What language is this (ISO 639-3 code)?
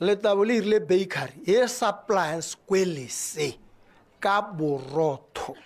tsn